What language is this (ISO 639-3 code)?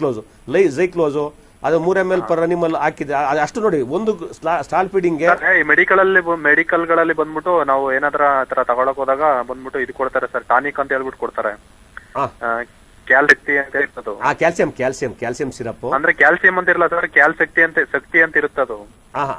kan